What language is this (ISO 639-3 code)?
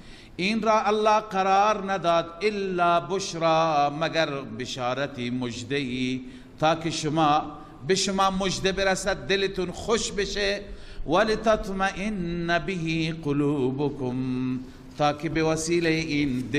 fas